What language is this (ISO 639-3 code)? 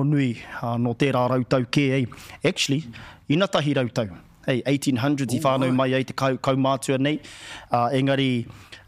mri